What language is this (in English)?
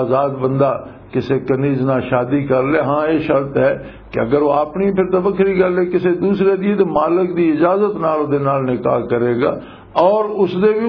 Western Panjabi